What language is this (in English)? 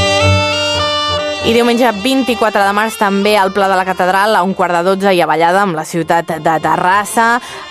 Catalan